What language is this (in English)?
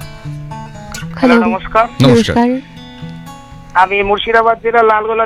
Bangla